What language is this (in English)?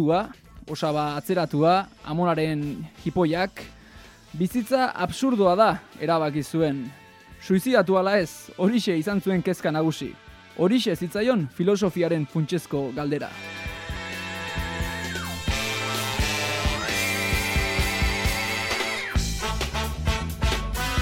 Basque